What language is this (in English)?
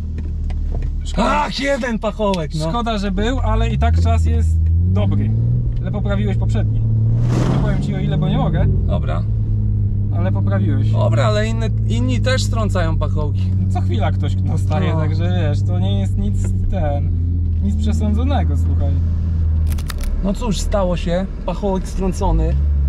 Polish